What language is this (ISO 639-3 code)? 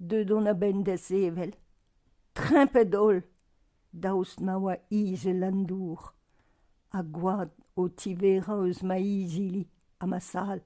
bre